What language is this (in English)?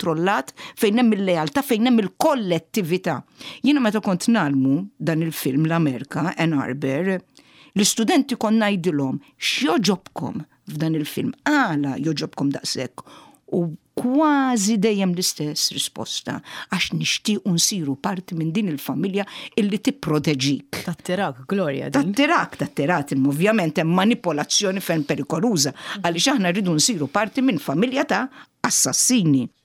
Maltese